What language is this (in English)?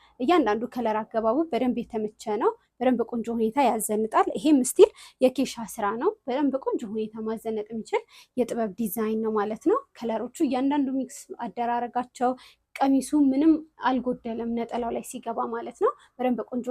Amharic